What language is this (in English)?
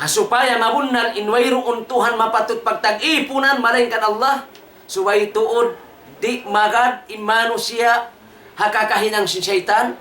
Tausug